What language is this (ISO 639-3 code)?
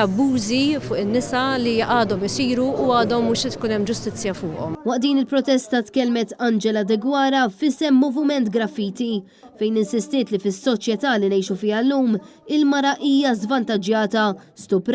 mlt